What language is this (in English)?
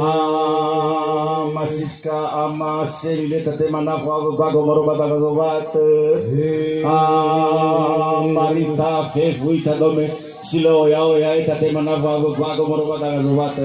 Nias